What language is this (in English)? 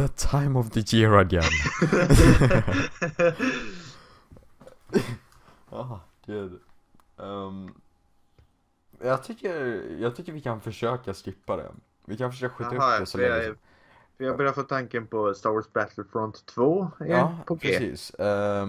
Swedish